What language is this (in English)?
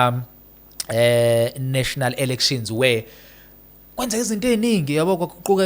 Zulu